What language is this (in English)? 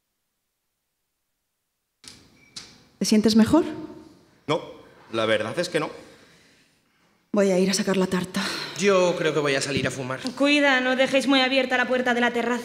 Spanish